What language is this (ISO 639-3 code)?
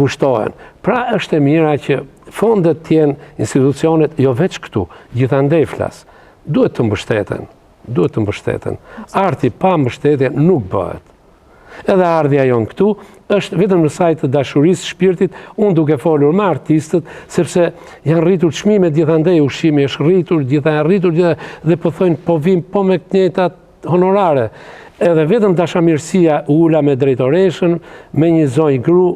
sqi